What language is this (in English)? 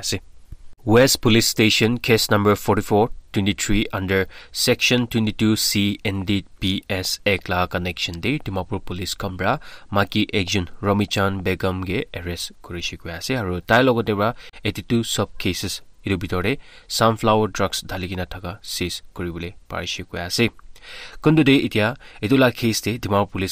Naga Pidgin